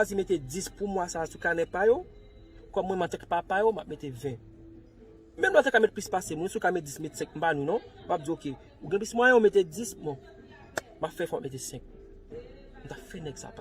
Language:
Haitian Creole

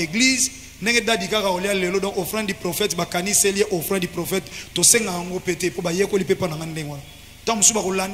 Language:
Lingala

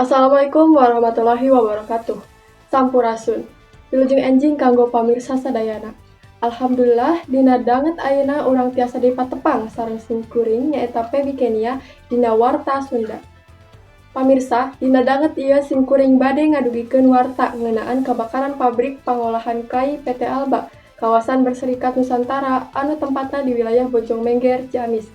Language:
Sundanese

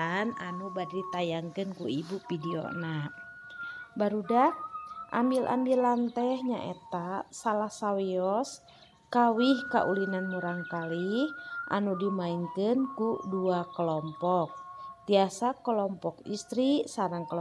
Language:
Sundanese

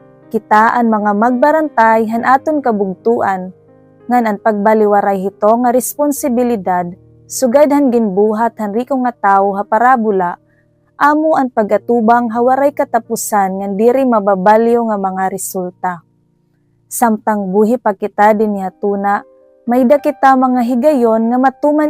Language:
Waray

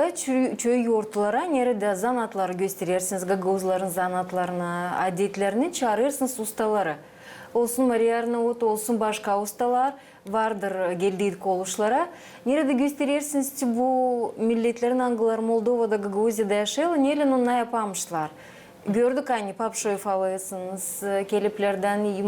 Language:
Gagauz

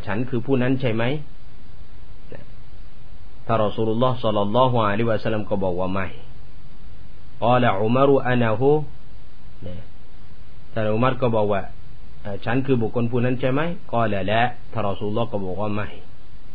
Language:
Thai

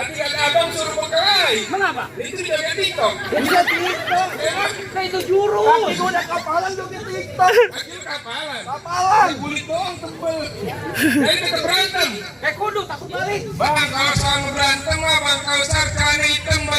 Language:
Betawi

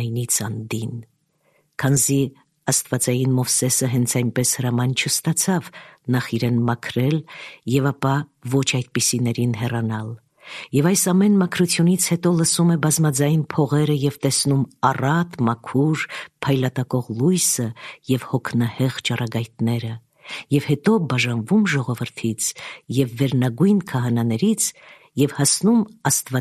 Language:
Armenian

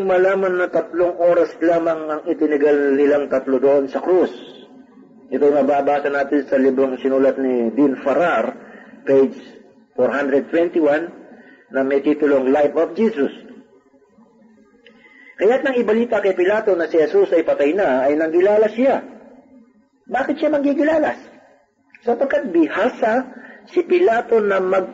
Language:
Filipino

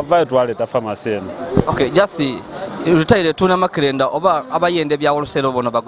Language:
Ganda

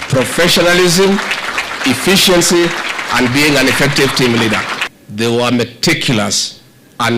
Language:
Gusii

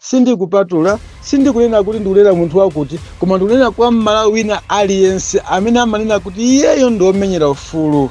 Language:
Nyanja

